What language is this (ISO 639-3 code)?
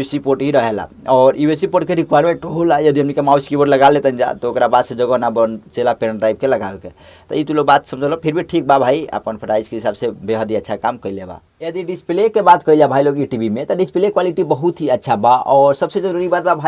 bho